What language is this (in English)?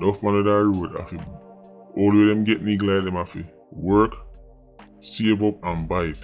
Jamaican Creole English